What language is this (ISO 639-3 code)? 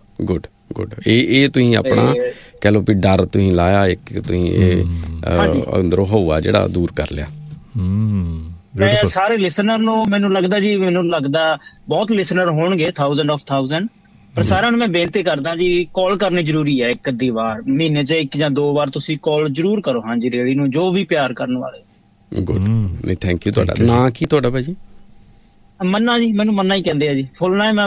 pan